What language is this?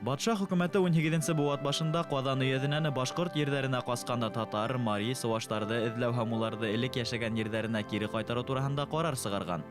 Bashkir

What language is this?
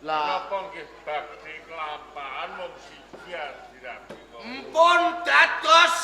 Javanese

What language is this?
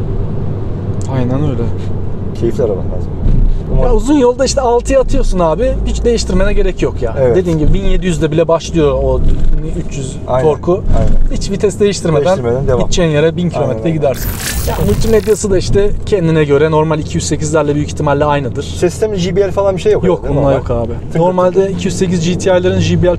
Turkish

